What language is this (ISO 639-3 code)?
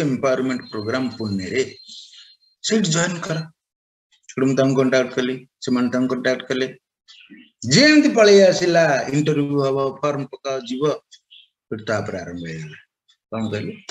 ori